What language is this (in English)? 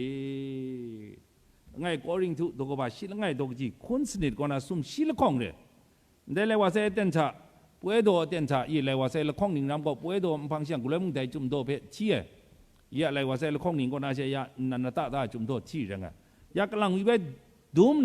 Kachin